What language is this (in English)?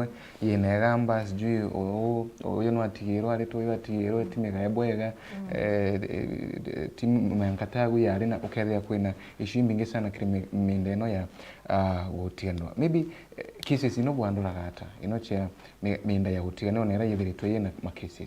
Meru